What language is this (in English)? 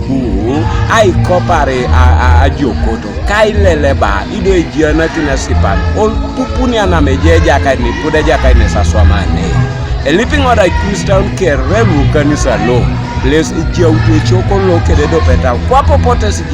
Teso